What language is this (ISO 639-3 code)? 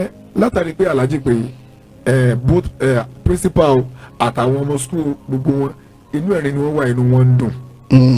yor